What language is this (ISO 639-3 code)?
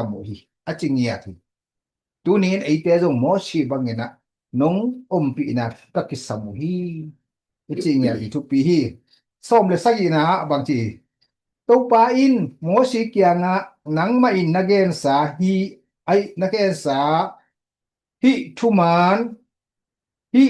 ctd